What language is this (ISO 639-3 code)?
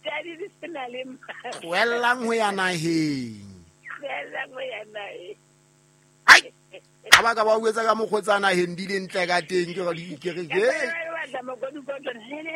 sot